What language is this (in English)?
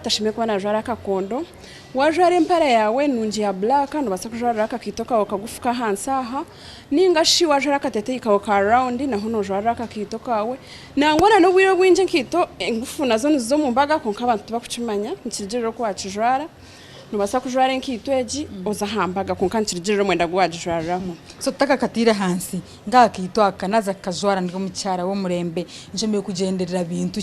Nyankole